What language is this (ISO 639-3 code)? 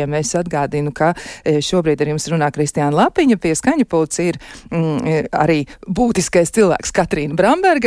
lav